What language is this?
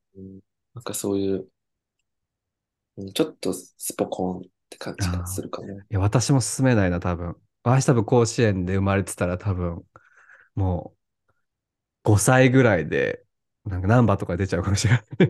Japanese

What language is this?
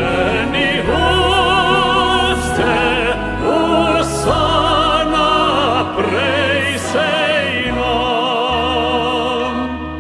Afrikaans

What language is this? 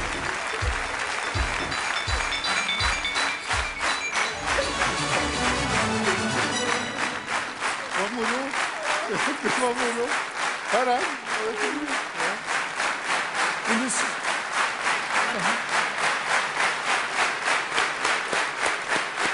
Norwegian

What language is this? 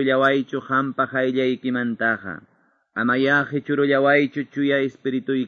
Quechua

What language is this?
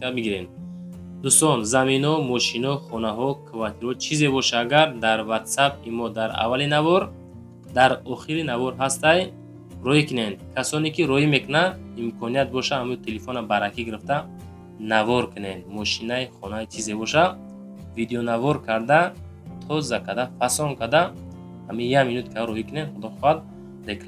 Tajik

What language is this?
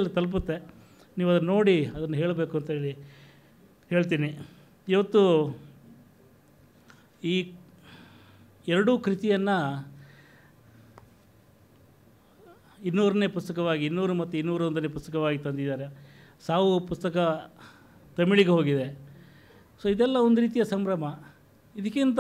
Kannada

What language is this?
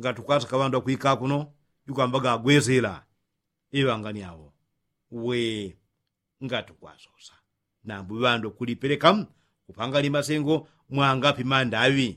Yao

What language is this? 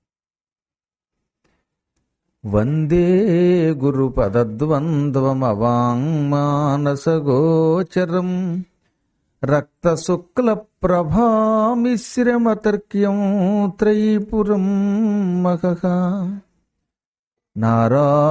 Telugu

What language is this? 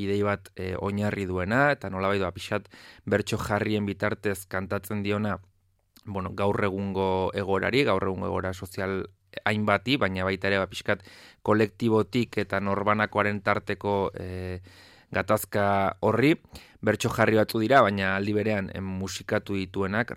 Basque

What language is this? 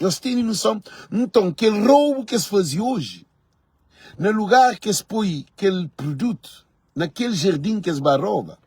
Kabuverdianu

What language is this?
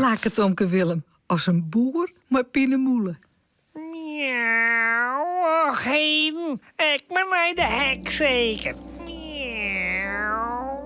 Western Frisian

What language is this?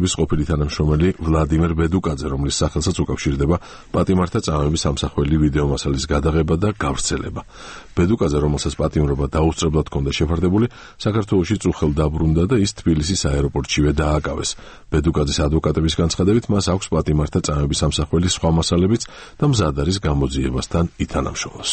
Georgian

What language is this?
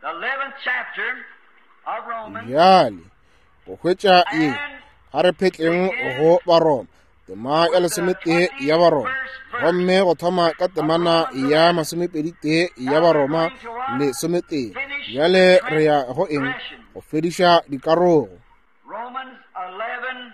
Northern Sotho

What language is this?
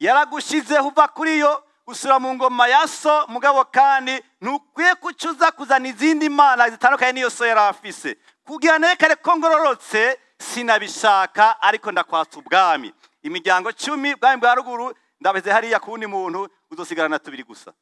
Rundi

